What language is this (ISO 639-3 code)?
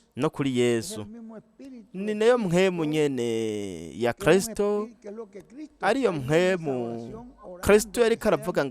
run